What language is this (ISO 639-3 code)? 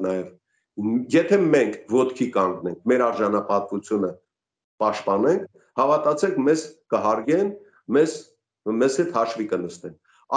hye